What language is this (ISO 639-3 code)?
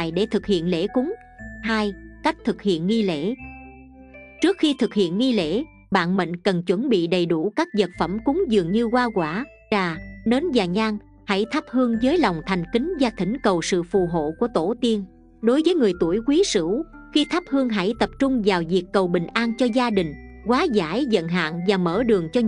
vie